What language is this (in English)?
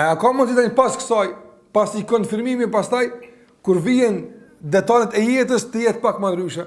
Albanian